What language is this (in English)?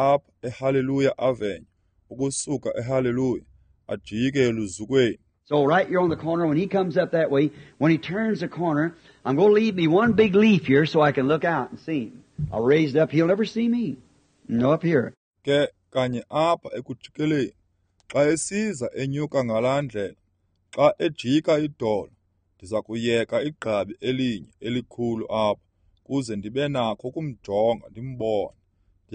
Xhosa